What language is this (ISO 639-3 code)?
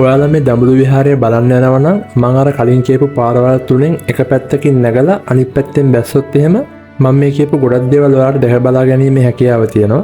sin